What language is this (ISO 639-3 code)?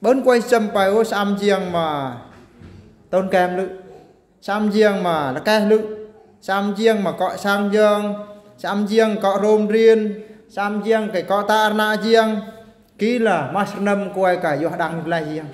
bru